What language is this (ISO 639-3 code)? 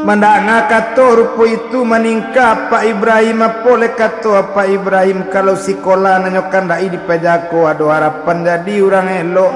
min